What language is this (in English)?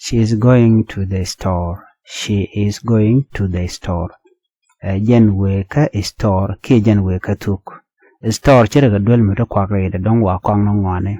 Nuer